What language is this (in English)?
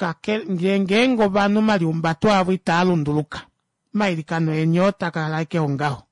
Kuanyama